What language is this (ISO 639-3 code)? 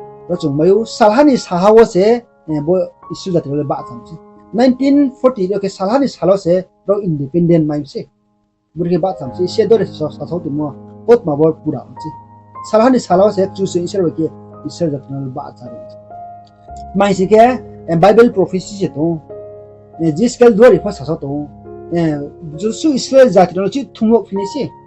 ria